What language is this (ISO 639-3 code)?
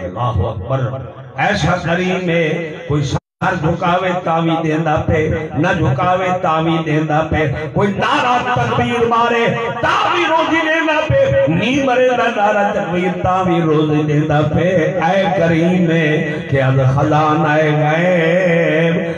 skr